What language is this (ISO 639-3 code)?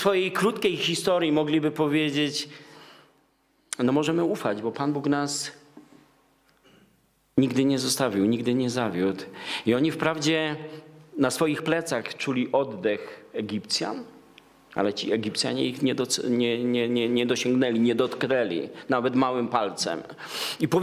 pol